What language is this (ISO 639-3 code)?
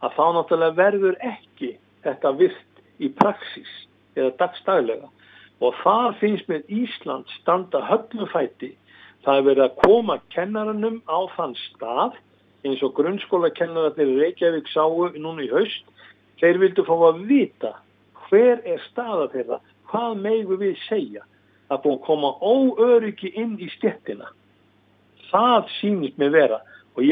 isl